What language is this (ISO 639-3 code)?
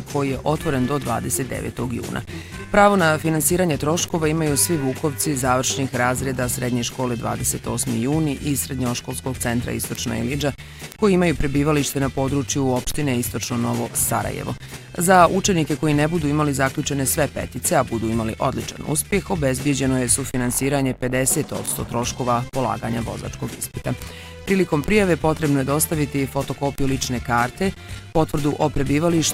bos